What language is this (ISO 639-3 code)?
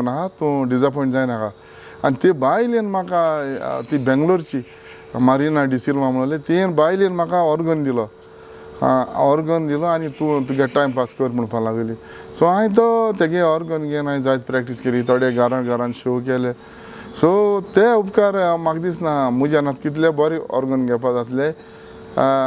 kok